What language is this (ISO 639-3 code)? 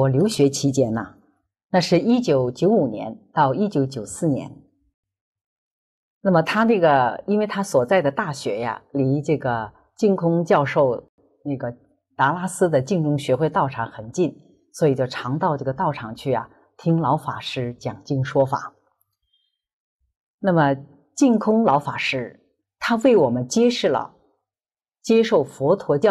zho